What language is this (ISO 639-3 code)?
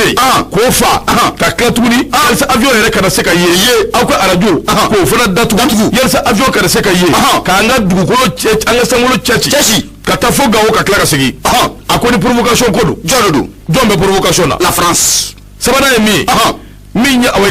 bam